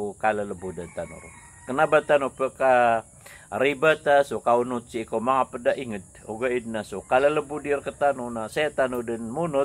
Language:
Maranao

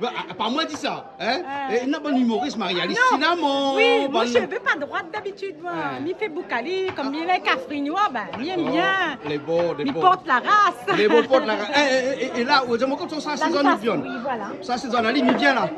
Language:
Réunion Creole French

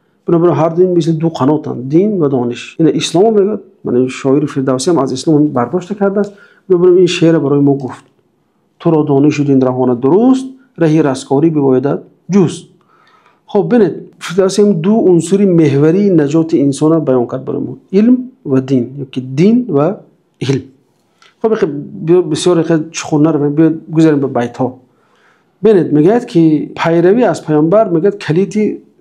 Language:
Tajik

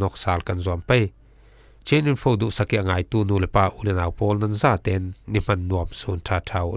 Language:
Falam Chin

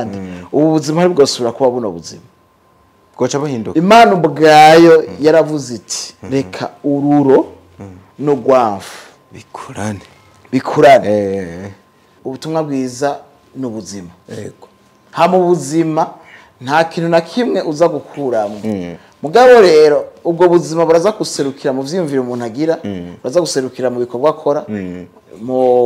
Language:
Rundi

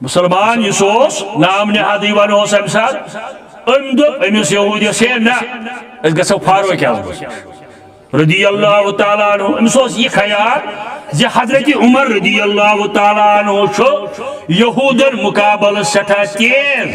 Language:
Kashmiri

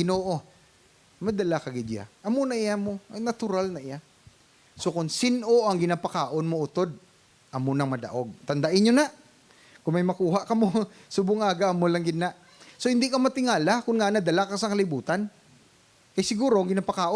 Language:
Hiligaynon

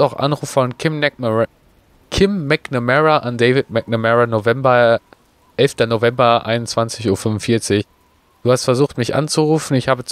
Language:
German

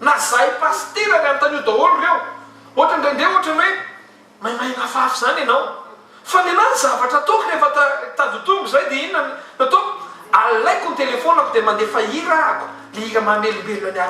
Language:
Malagasy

